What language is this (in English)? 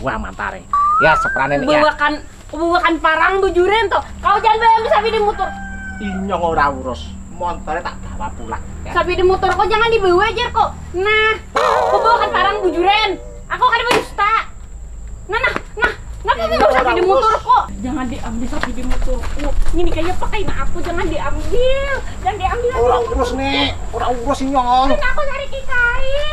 Banjar